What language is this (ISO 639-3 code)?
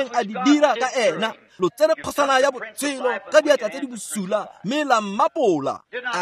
tsn